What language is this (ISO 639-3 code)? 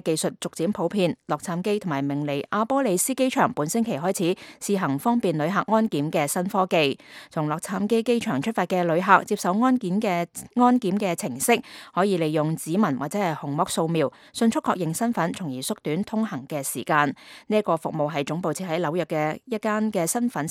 yue